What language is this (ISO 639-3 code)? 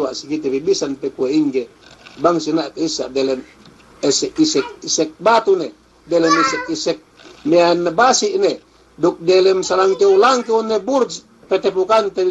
yka